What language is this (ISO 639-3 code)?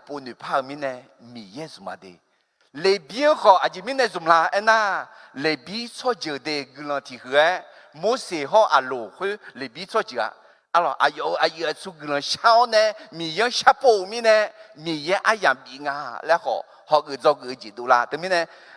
ahk